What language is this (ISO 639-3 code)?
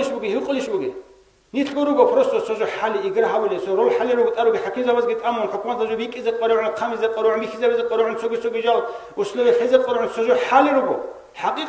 ava